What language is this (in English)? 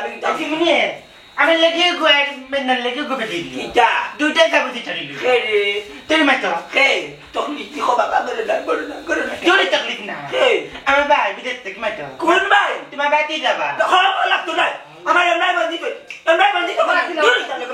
Sylheti